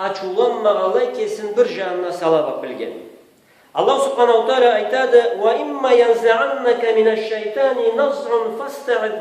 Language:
Karachay-Balkar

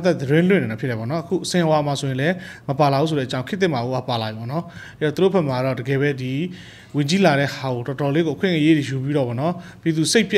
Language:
Burmese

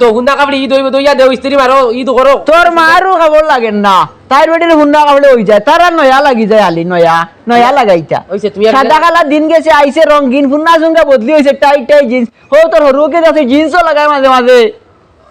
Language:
Sylheti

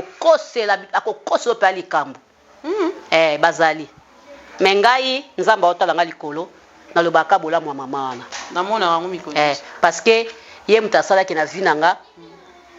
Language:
Lingala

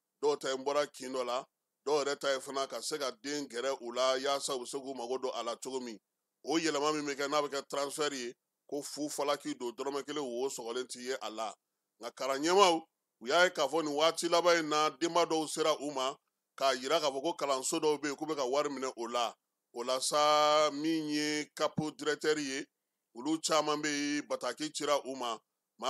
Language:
Bambara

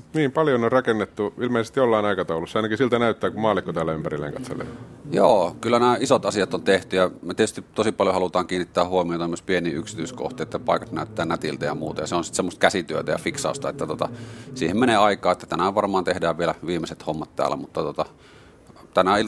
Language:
Finnish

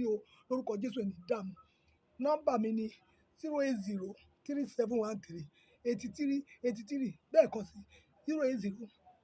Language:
Yoruba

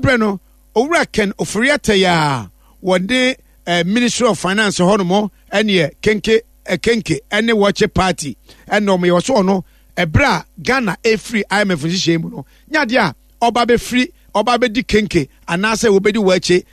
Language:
Akan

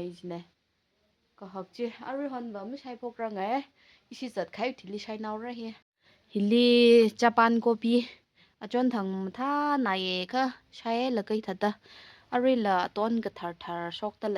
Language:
Tangkhul Naga (India)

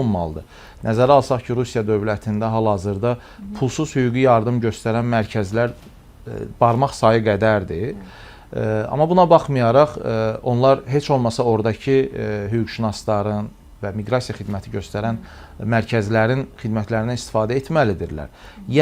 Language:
Azerbaijani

